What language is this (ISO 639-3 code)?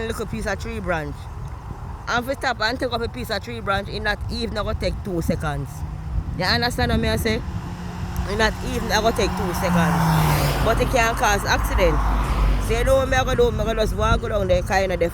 jam